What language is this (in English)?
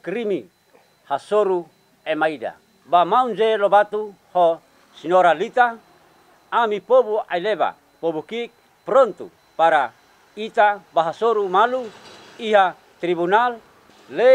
Tetum